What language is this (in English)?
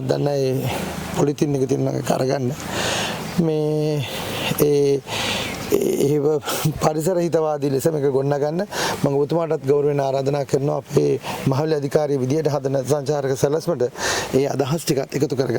Sinhala